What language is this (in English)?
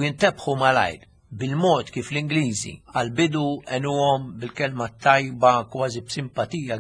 Maltese